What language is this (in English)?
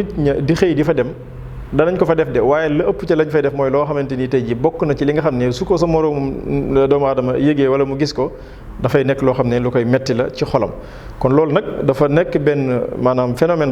Wolof